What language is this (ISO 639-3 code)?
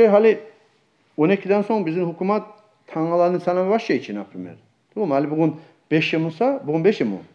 kum